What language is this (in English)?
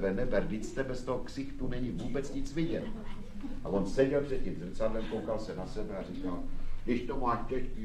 Czech